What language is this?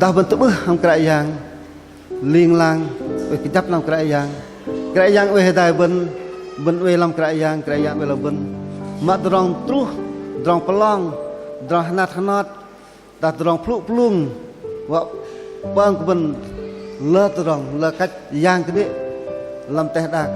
Bahnar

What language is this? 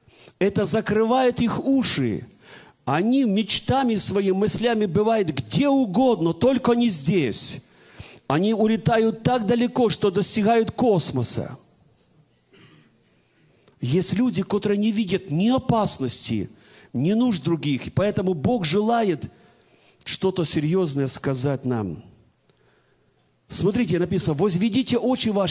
Russian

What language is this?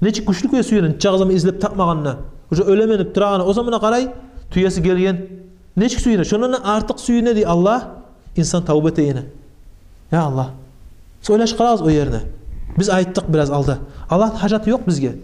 Kumyk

